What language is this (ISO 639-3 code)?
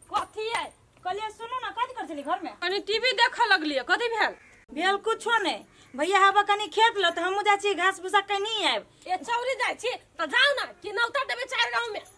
mai